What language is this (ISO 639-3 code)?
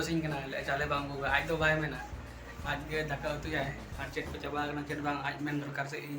sat